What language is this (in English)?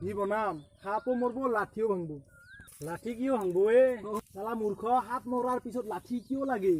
Assamese